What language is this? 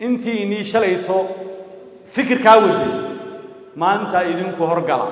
Somali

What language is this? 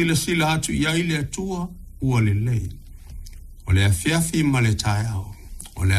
Samoan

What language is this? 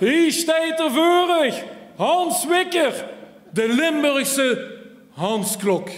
Limburgish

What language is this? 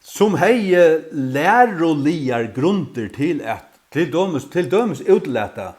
Faroese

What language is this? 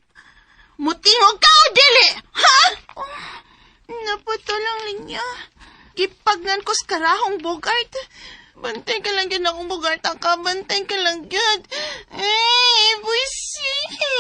Cebuano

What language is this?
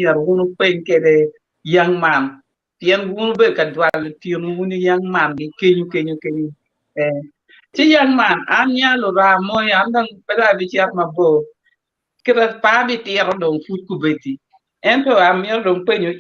Acoli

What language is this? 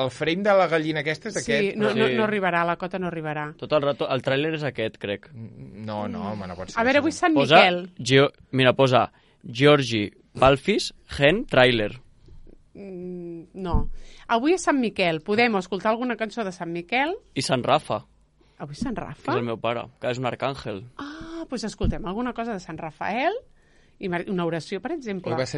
Catalan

